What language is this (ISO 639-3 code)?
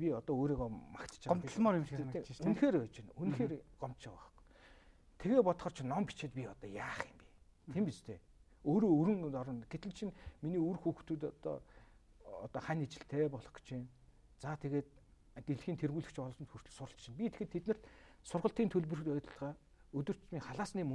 mon